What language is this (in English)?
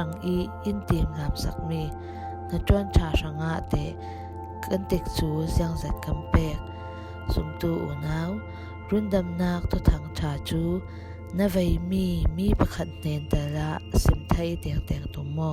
Falam Chin